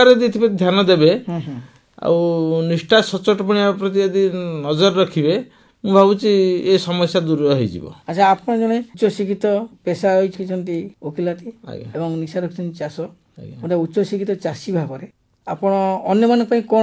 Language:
Odia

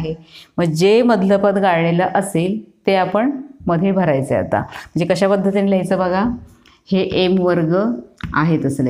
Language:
Marathi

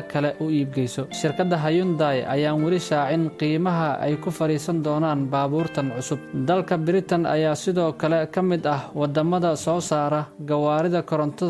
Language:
Somali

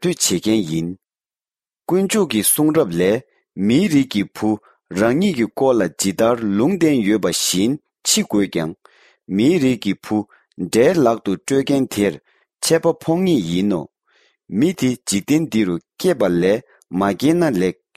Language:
Tibetan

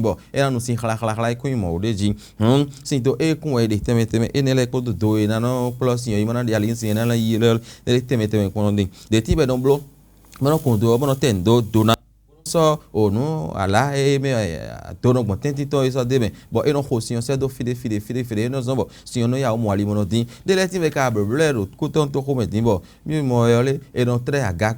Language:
Fon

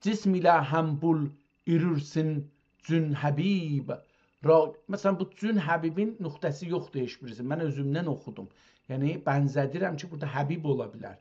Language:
South Azerbaijani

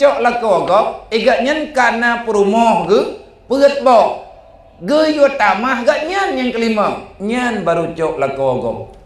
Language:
Achinese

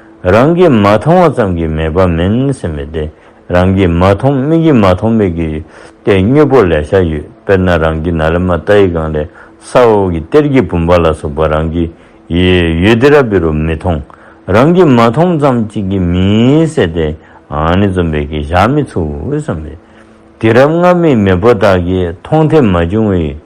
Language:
Dzongkha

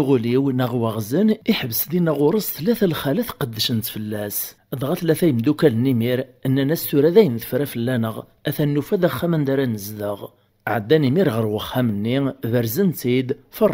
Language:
Kabyle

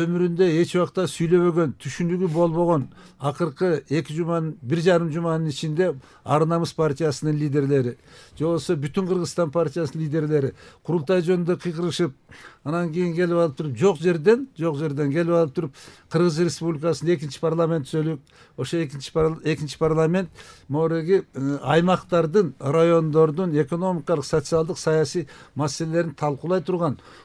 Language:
Kyrgyz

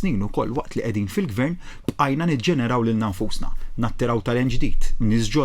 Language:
Maltese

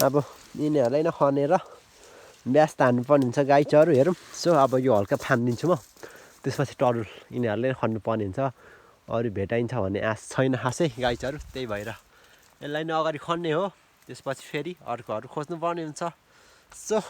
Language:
Nepali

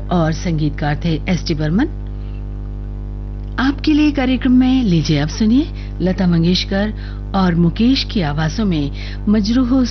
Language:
Hindi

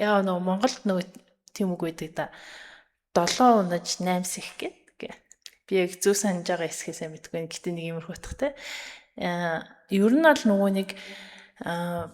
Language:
Mongolian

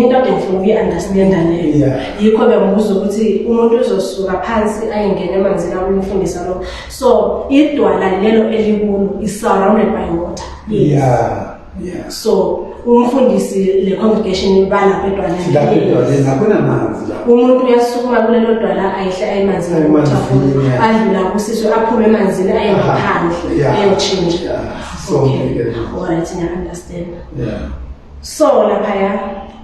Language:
Zulu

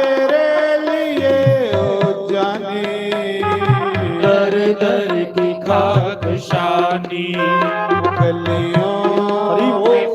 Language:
Dogri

